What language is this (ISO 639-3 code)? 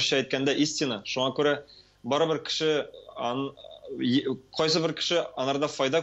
tat